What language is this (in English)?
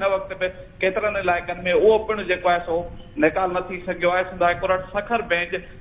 Sindhi